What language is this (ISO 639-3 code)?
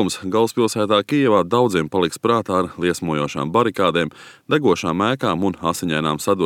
lav